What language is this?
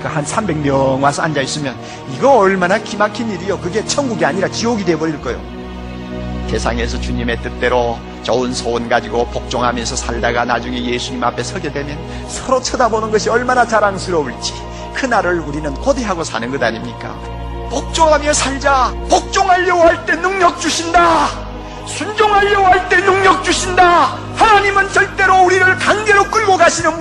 Korean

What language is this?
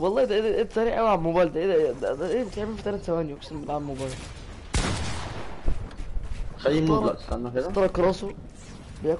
Egyptian Arabic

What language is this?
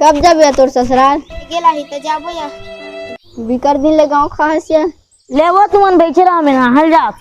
Chhattisgarhi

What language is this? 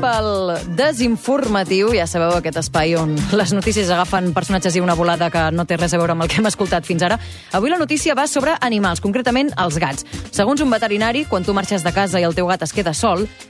Catalan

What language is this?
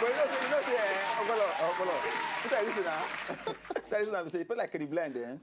Nigerian Pidgin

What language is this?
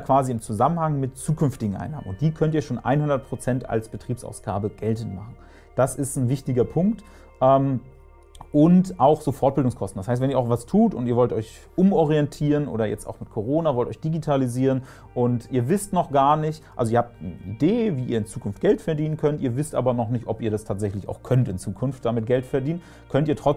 German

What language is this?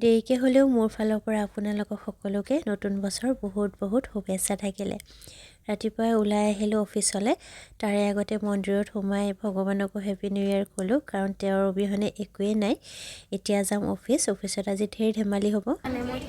Assamese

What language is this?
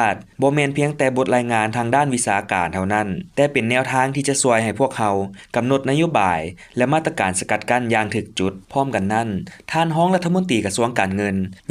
Lao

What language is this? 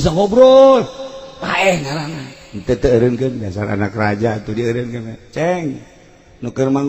Sundanese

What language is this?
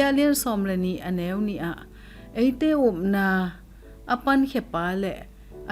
Tedim Chin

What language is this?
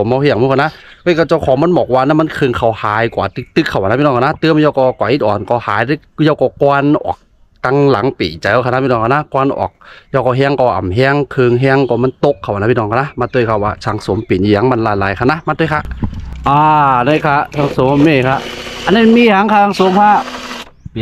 Shan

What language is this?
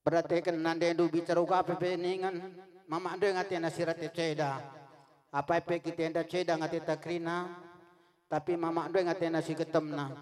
Batak Karo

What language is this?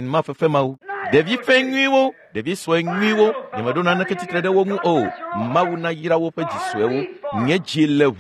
Ewe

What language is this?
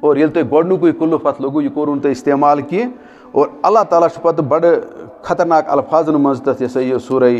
Kashmiri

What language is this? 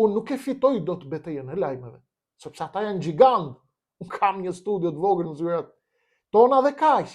Albanian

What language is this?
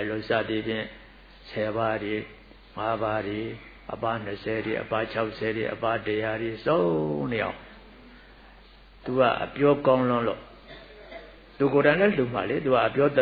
Burmese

